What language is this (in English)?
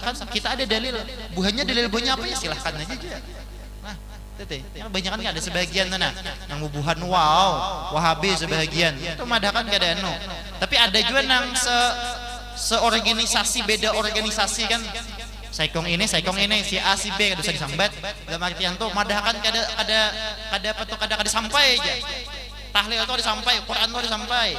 Banjar